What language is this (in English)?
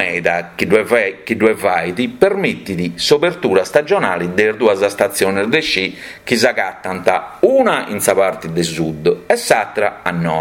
Sardinian